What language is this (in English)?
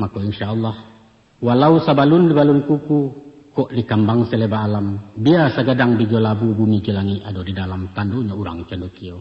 Minangkabau